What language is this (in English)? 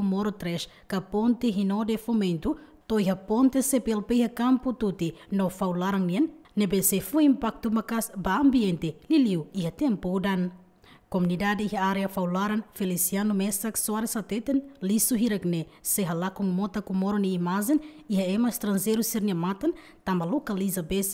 Tetum